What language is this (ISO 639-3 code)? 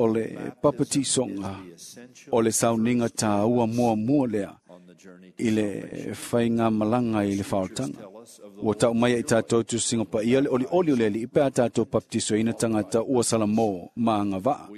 smo